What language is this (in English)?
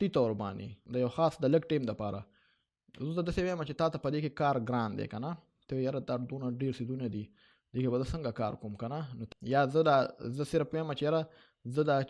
Pashto